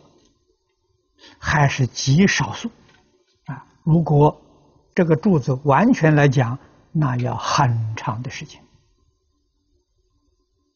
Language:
Chinese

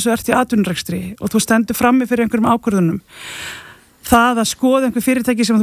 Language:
Icelandic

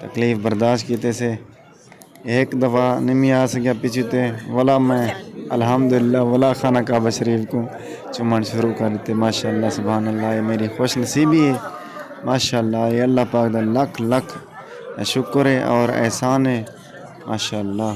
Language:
Saraiki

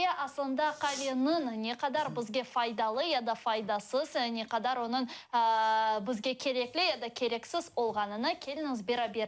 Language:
Crimean Tatar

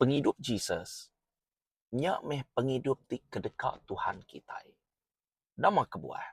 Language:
Iban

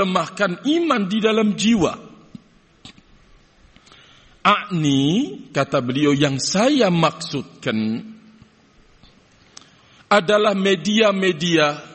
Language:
Indonesian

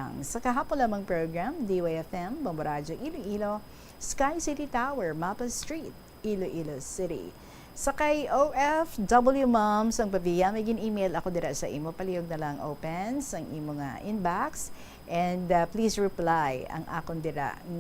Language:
Hiligaynon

